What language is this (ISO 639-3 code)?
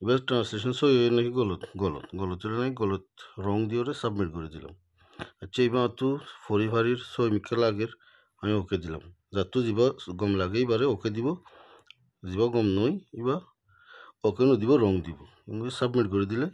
rhg